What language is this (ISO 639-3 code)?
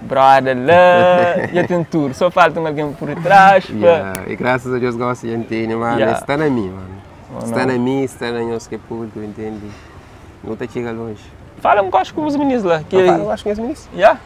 kea